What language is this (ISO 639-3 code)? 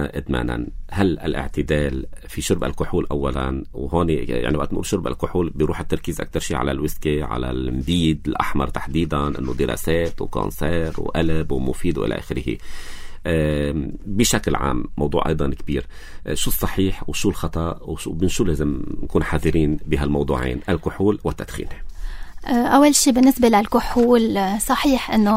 apc